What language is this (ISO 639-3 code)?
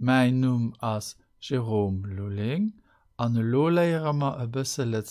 ltz